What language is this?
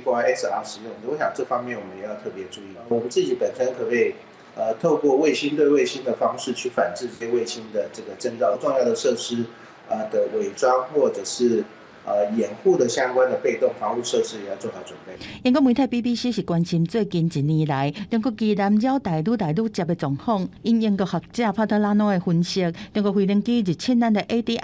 Min Nan Chinese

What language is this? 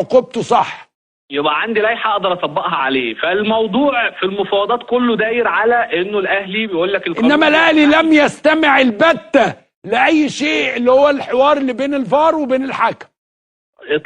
Egyptian Arabic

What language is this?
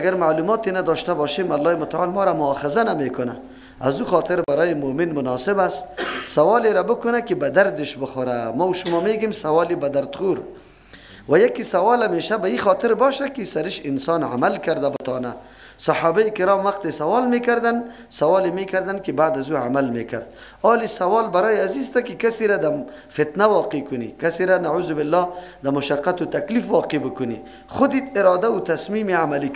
Persian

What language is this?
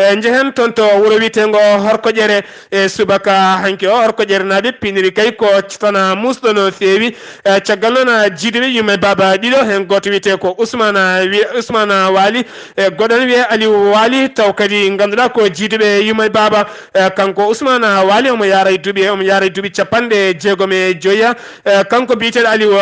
Fula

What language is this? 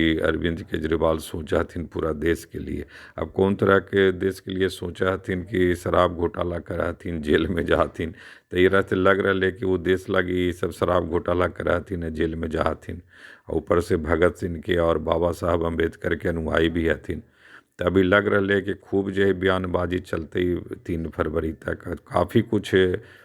Magahi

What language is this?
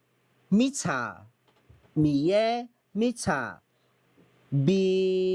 Akha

